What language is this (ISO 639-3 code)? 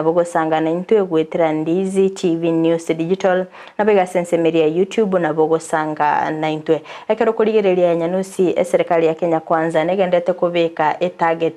guz